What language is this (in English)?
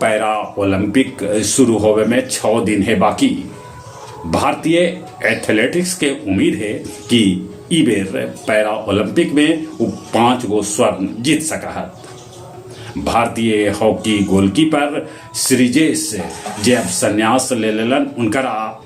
Magahi